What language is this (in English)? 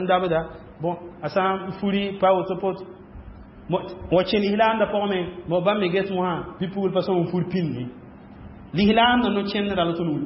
Mossi